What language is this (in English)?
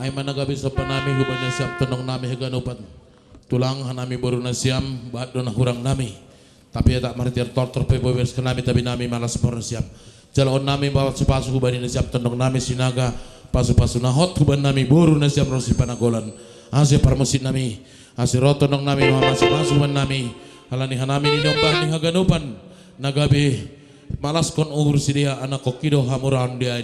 Batak Simalungun